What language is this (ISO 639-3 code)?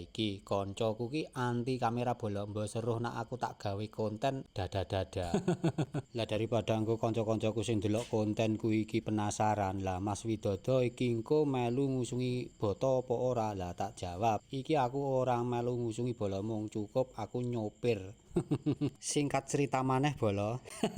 jav